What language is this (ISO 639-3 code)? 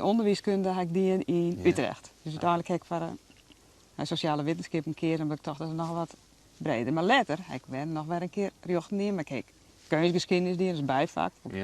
fry